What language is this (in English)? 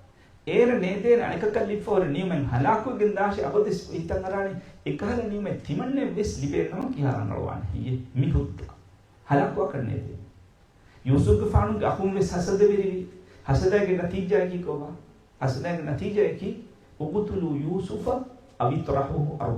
Divehi